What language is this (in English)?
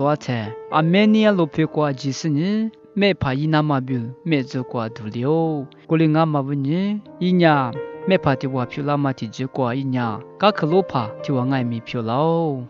Lisu